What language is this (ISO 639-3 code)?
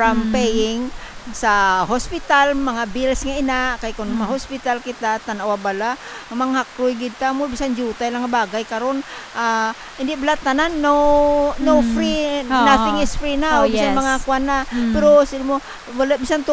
hil